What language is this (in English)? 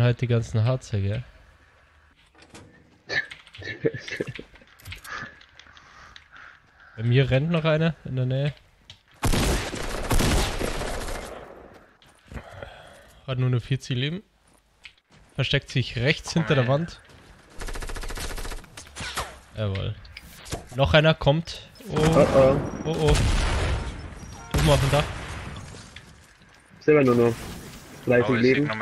German